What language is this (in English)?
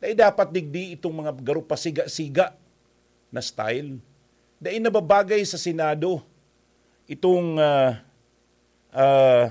Bikol